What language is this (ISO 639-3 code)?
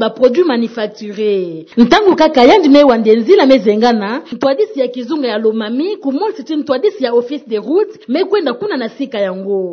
ktu